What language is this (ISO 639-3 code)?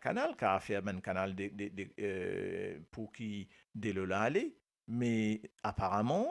mfe